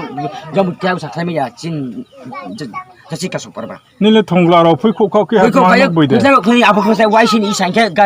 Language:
Riang (India)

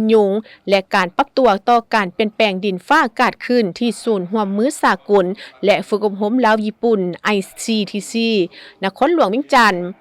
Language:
Lao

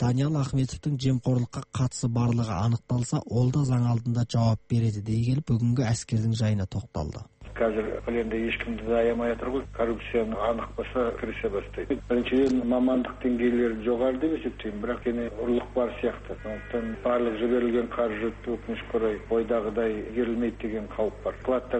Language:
Kazakh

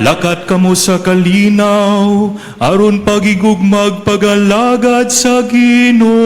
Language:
Cebuano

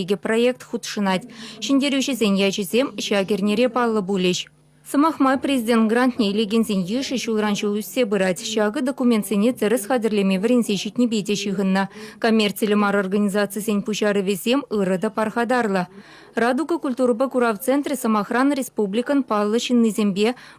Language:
Chuvash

